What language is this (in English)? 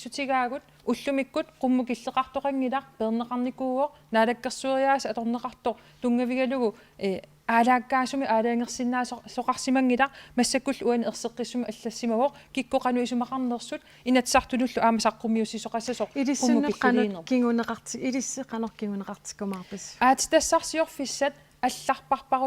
Kalaallisut